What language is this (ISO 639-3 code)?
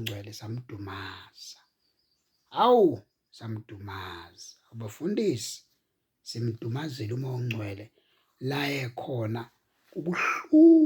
zul